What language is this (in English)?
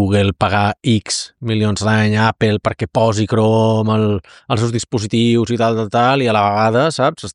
Catalan